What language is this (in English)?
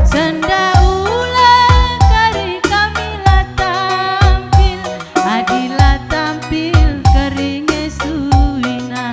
Batak Karo